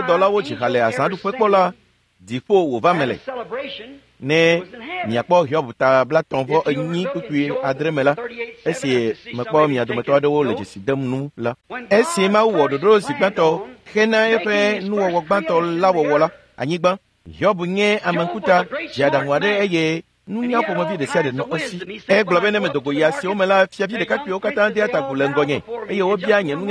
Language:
Ewe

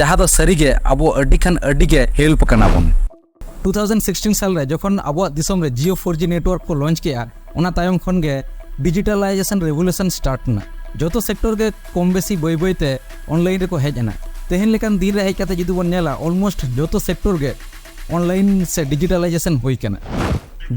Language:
Santali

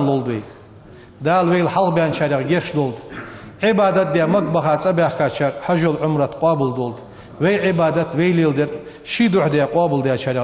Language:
Ingush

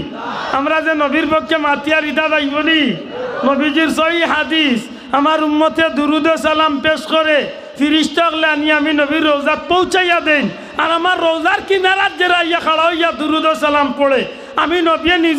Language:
Sylheti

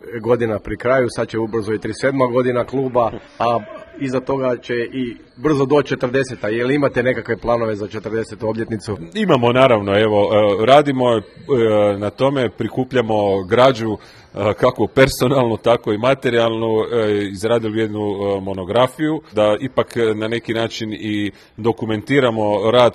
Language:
Croatian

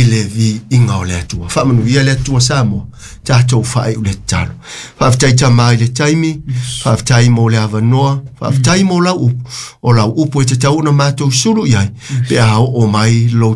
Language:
Samoan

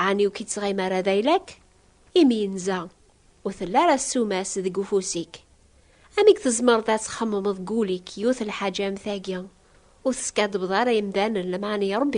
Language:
Kabyle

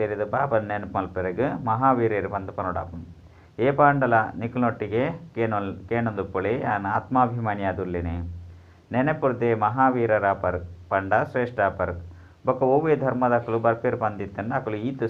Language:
Tulu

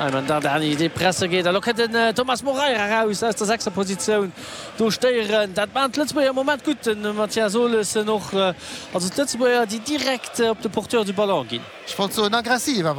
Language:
Luxembourgish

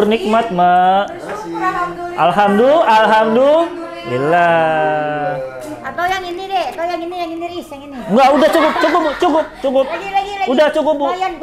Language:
Indonesian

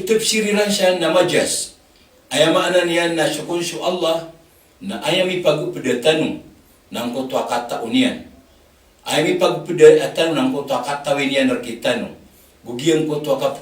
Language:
Maranao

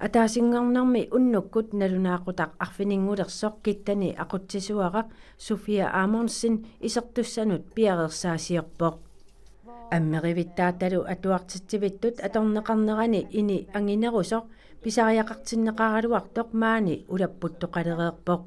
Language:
Kalaallisut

